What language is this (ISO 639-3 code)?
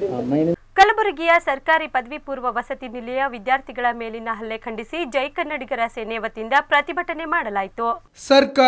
kan